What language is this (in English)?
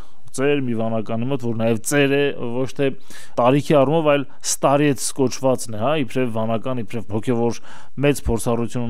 Armenian